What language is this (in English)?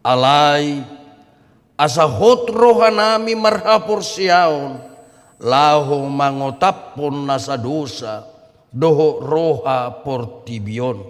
Batak Toba